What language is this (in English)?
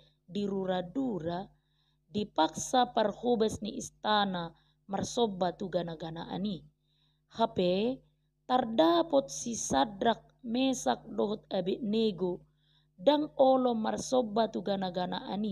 Batak Toba